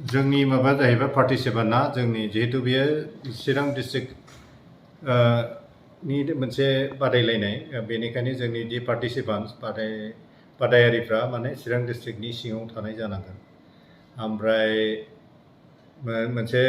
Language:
Bodo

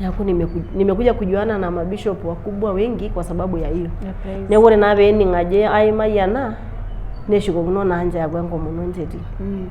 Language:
Masai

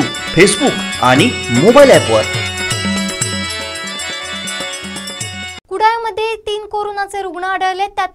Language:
Marathi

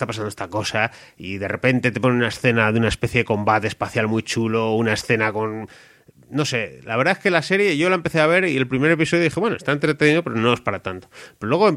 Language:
Spanish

